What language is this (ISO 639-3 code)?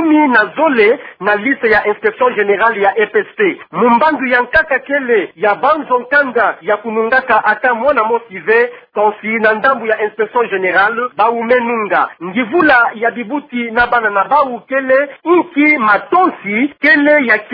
ktu